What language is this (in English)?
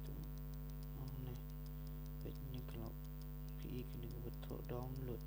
Khasi